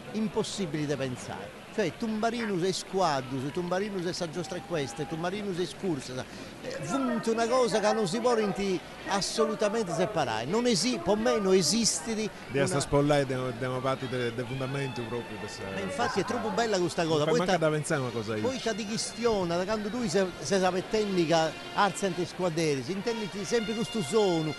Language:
Sardinian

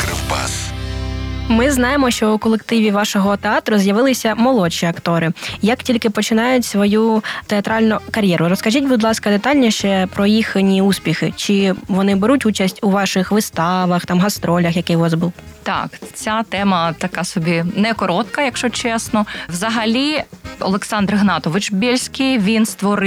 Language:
Ukrainian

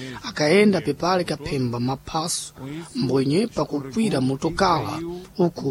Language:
Sena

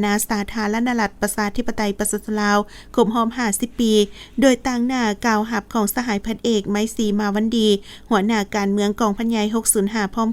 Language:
Lao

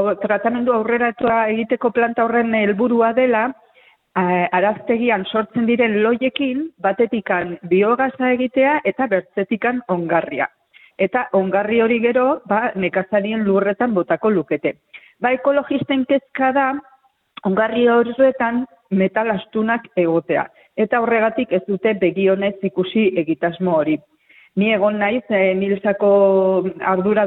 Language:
Basque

